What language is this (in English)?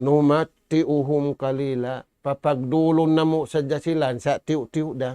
Tausug